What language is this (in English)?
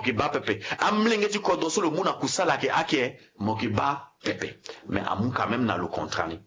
Sango